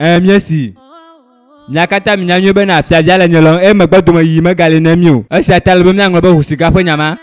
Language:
Ewe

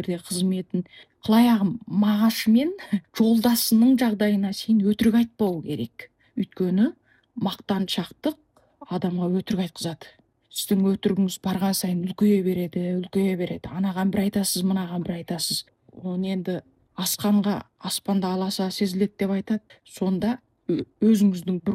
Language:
Kazakh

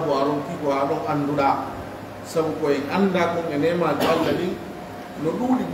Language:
Pular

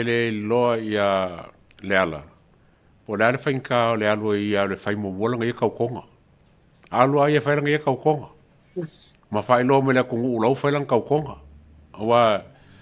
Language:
Samoan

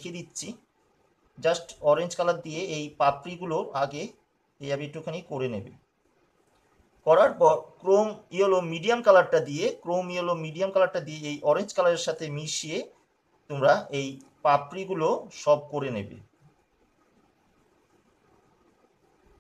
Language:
Bangla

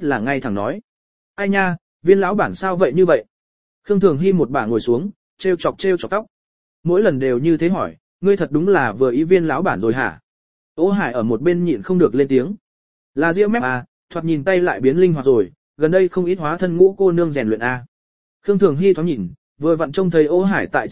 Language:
Vietnamese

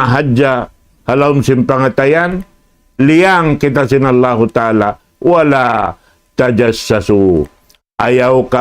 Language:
Tausug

